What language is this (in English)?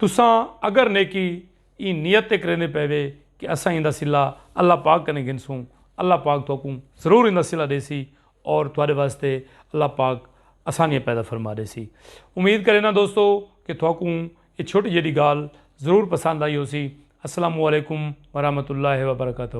Saraiki